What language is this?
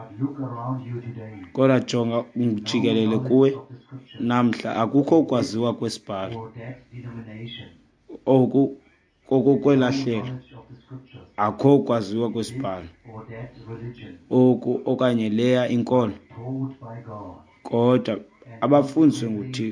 Xhosa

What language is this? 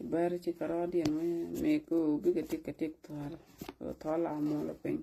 Nuer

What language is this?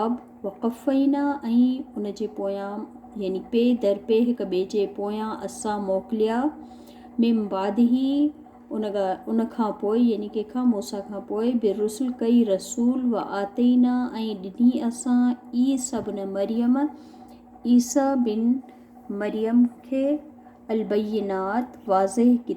Sindhi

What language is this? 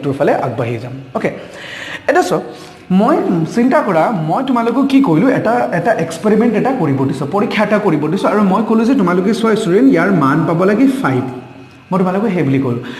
Assamese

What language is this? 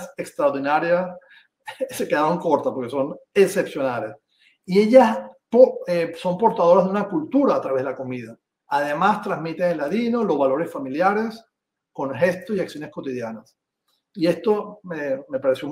Ladino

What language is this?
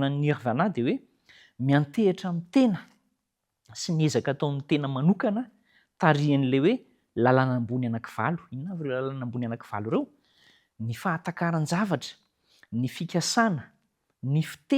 Malagasy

